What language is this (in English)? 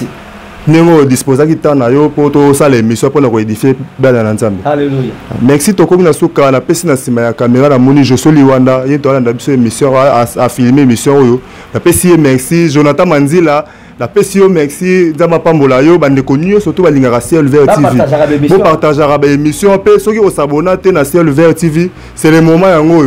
Lingala